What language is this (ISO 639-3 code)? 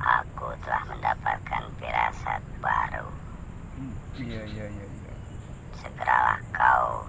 bew